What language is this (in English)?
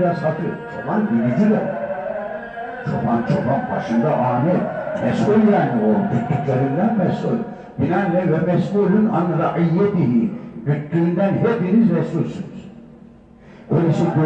Turkish